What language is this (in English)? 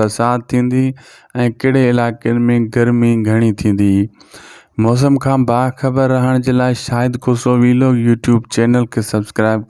Sindhi